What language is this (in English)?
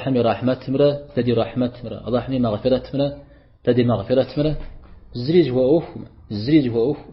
Kabardian